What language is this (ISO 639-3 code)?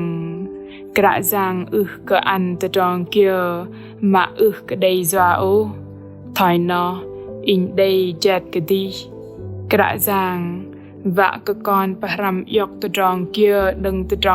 bdq